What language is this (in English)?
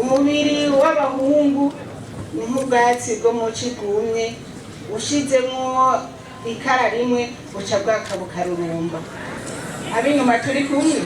Rundi